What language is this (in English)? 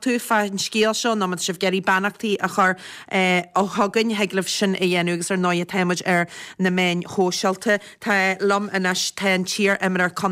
Irish